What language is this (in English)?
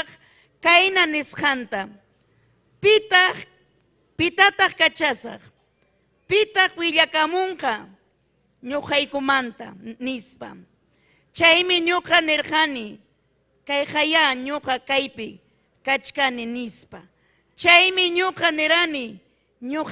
Ayacucho Quechua